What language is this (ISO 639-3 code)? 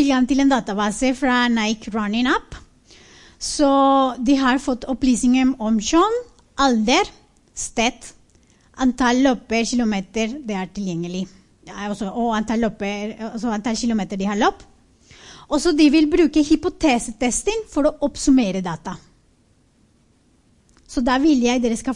nor